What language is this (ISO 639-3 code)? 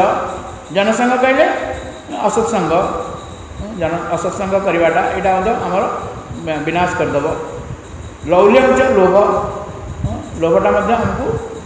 ori